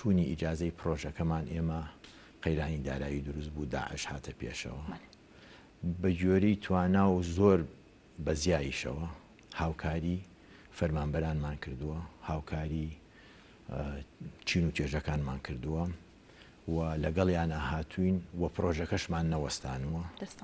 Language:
Central Kurdish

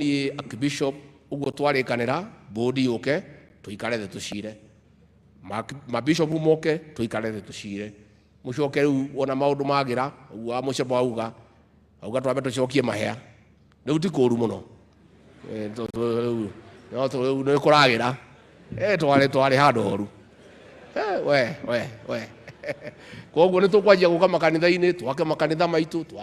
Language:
Kikuyu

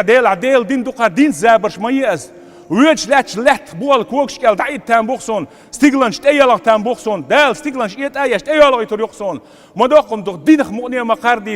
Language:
Chechen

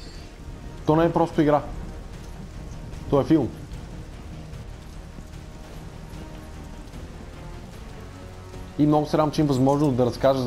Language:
Bulgarian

